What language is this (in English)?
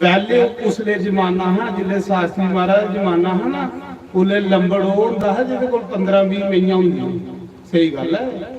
Dogri